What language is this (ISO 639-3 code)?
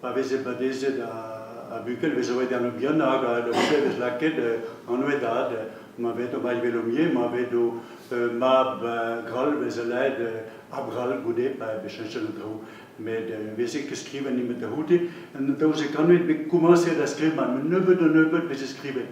bre